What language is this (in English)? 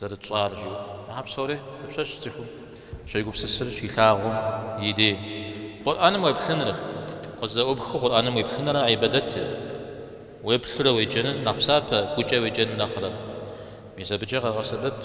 Kabardian